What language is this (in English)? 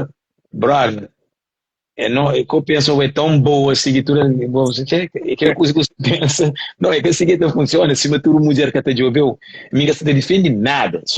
Kabuverdianu